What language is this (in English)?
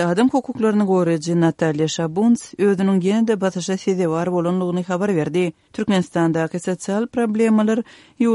Turkmen